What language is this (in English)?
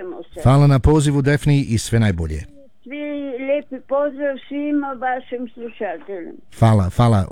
Croatian